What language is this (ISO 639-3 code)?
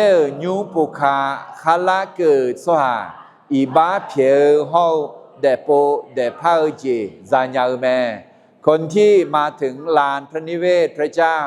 ahk